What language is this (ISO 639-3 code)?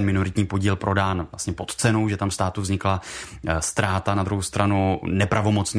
ces